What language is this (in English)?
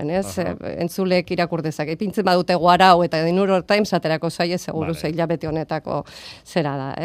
Basque